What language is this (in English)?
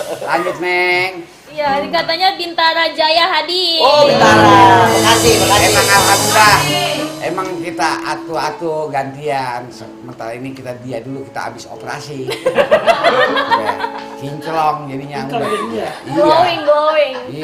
Betawi